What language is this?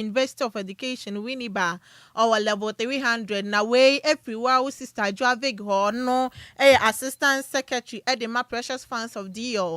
Akan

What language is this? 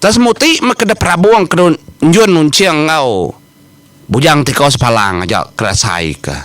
Iban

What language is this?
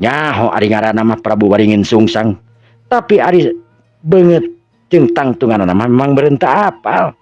Sundanese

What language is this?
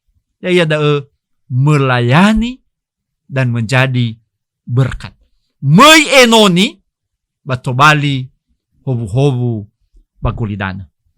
Nias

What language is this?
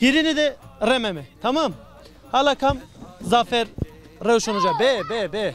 Zaza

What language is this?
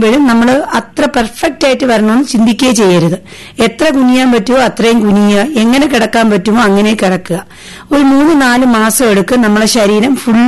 Malayalam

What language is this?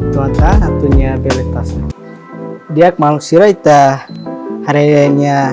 Tetum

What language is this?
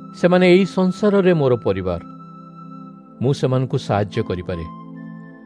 Odia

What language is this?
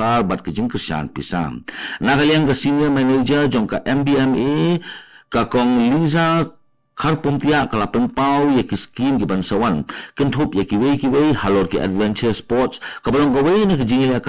Khasi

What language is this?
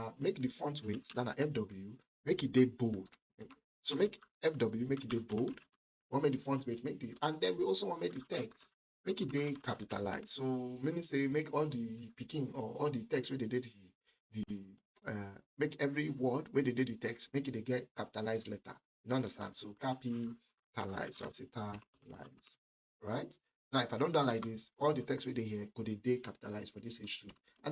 Nigerian Pidgin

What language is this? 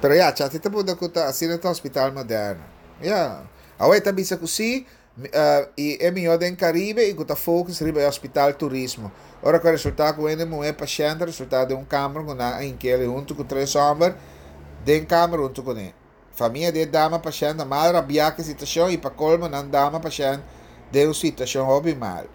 Papiamento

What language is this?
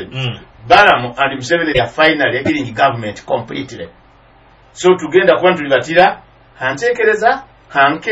Nyoro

